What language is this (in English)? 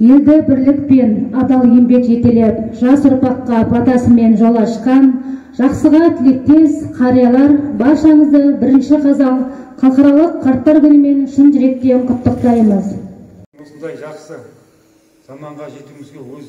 Kazakh